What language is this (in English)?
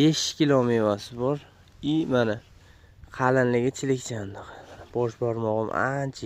Uzbek